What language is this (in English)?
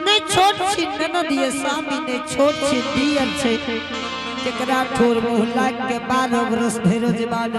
Angika